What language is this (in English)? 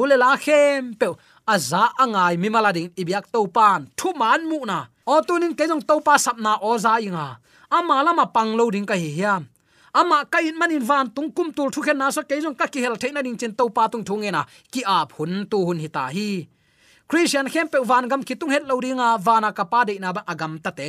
Tedim Chin